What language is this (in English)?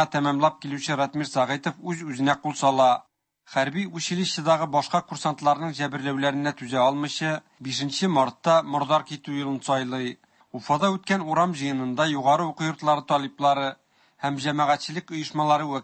Tatar